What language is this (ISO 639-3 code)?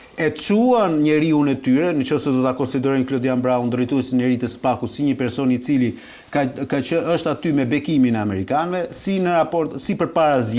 sqi